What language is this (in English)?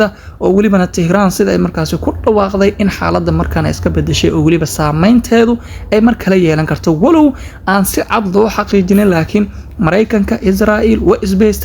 Somali